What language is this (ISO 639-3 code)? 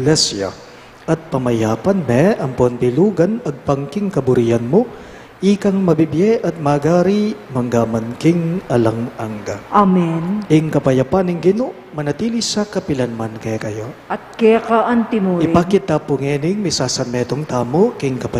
pam